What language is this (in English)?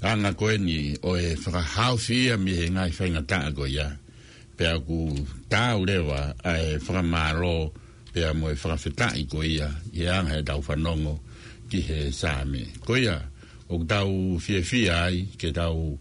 Tongan